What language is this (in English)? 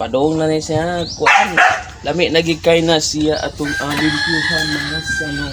Cebuano